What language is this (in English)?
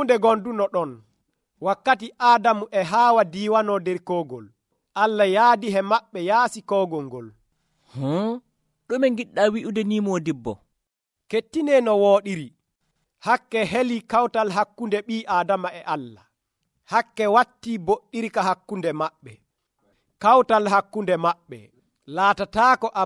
Nigerian Fulfulde